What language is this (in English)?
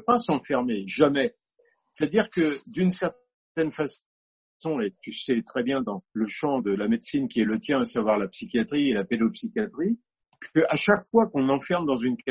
French